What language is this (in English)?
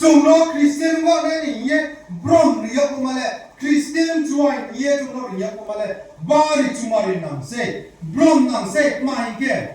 Riang (India)